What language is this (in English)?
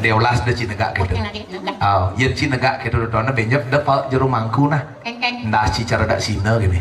Balinese